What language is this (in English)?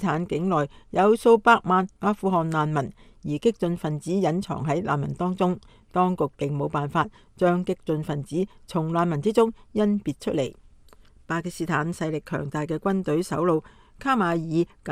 Cantonese